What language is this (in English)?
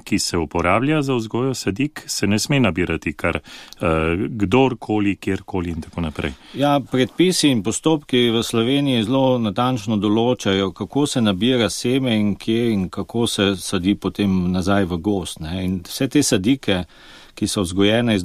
Slovenian